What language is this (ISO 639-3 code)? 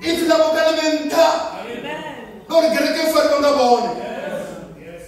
ven